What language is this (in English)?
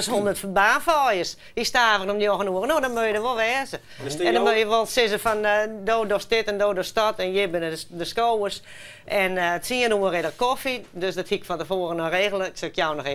Western Frisian